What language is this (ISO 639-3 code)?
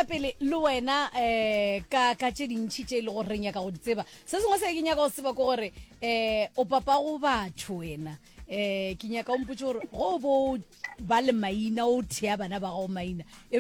nso